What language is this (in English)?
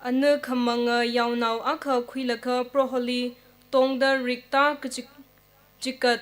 Tangkhul Naga (India)